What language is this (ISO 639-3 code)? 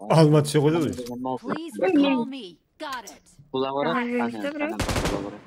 kaa